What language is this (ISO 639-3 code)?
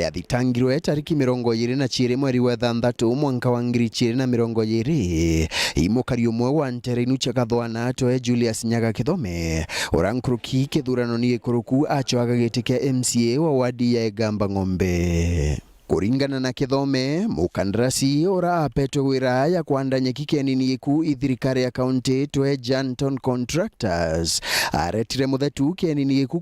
mer